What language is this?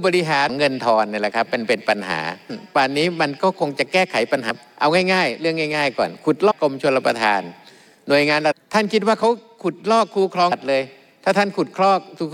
Thai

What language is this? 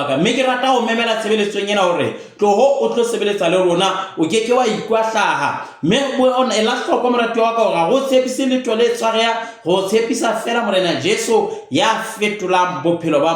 Southern Sotho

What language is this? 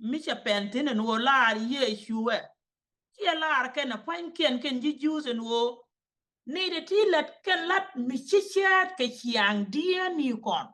Nuer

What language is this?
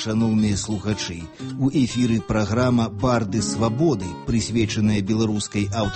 Belarusian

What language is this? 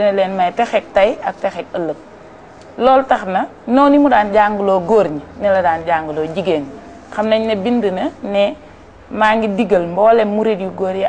Wolof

